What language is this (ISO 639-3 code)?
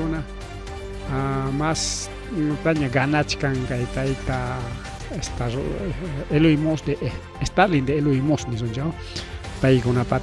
quy